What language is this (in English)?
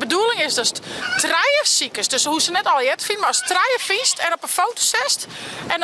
Western Frisian